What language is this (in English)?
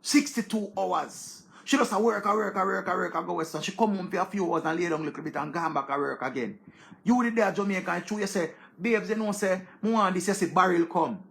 Jamaican Creole English